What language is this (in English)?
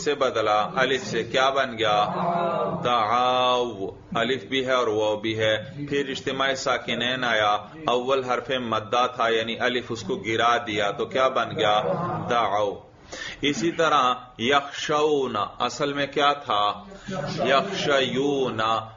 Urdu